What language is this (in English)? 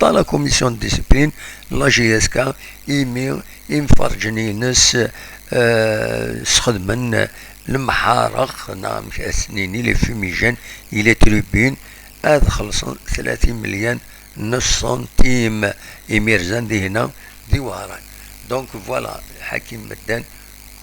Kabyle